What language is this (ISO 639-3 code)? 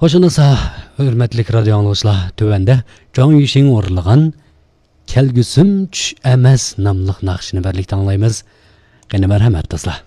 uig